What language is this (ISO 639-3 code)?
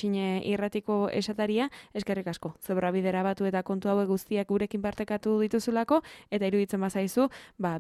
eus